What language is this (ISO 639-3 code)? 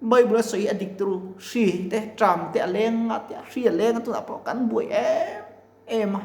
lus